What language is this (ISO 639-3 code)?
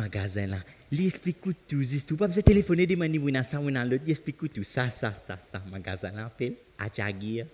mfe